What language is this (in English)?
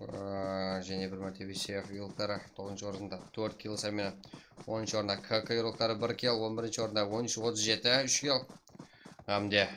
Kara-Kalpak